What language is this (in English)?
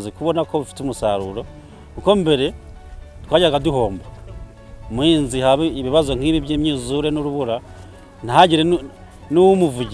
Kinyarwanda